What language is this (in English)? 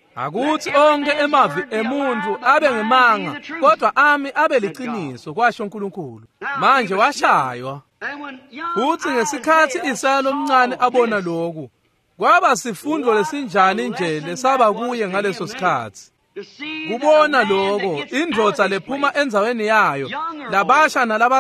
Swati